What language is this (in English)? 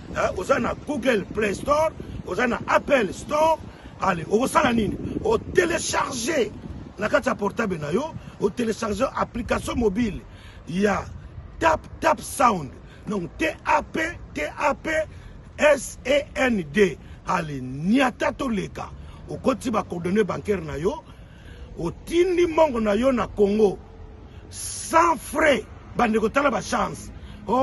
Lingala